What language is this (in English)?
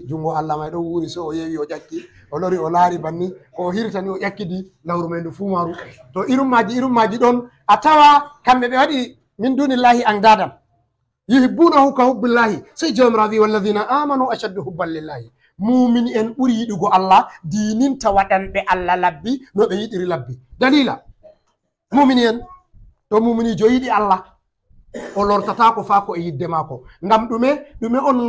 Fula